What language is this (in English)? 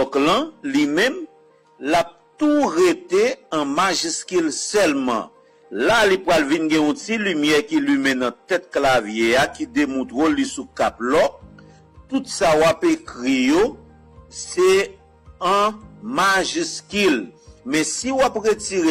Haitian Creole